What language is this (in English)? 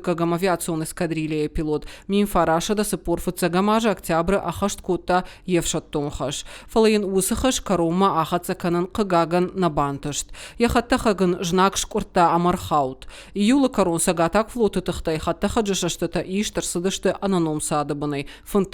Ossetic